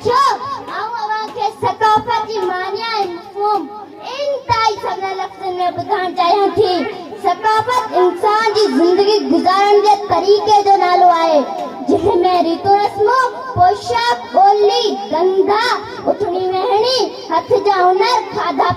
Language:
Sindhi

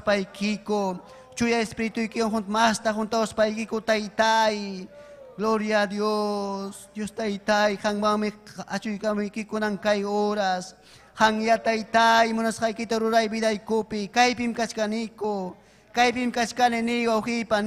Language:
Ayacucho Quechua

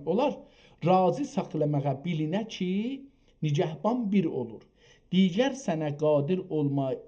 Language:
South Azerbaijani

